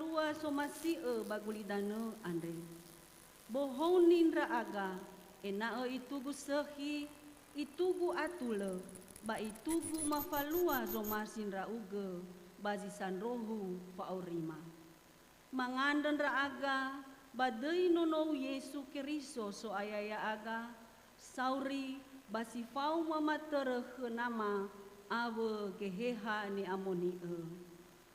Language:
Nias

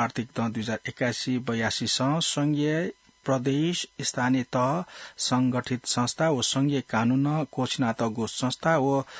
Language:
Newari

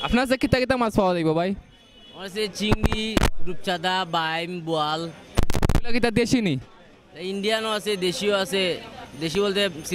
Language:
Sylheti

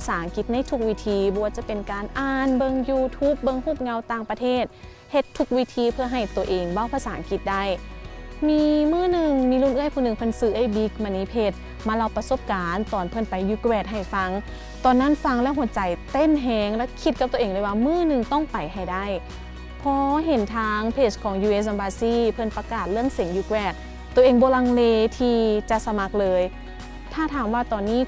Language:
Lao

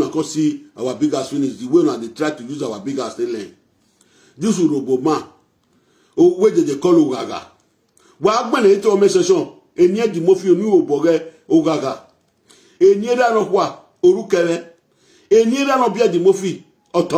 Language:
Nigerian Pidgin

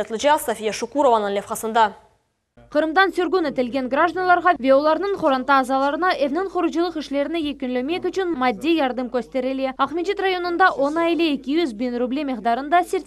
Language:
Crimean Tatar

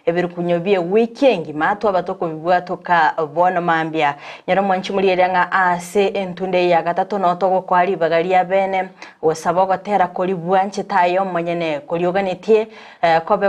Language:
Gusii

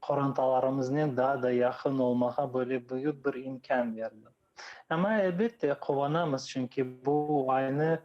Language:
Crimean Tatar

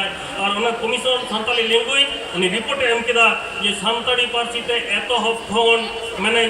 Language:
Santali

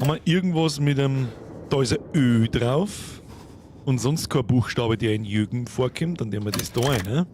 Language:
Bavarian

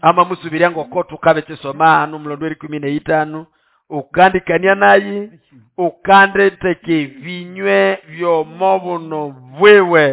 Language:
Nande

